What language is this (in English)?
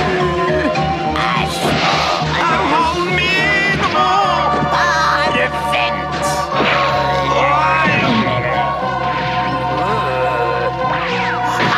Norwegian